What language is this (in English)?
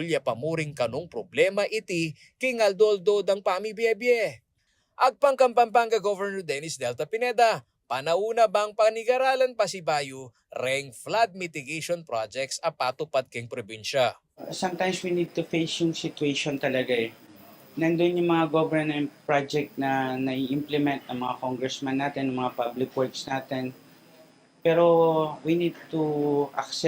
Pampanga